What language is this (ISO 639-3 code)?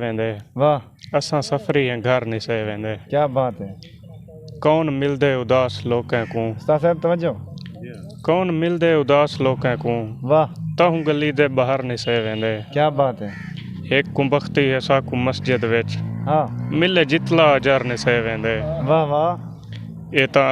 skr